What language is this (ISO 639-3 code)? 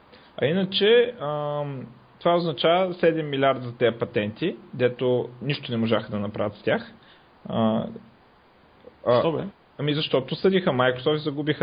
bul